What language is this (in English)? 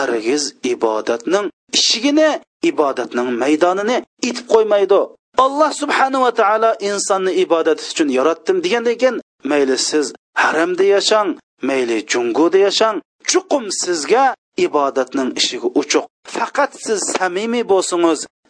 Uyghur